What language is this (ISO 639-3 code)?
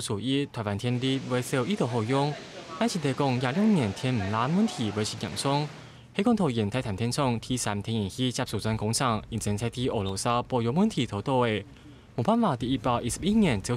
hak